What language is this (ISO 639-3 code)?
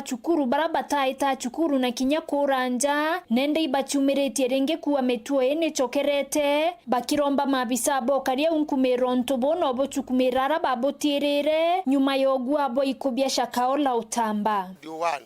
mer